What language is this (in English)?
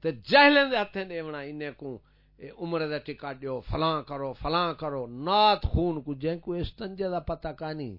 Saraiki